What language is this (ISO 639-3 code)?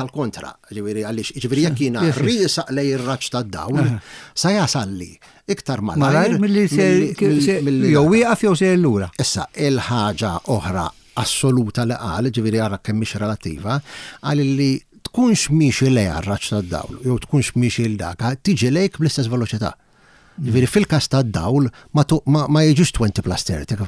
mlt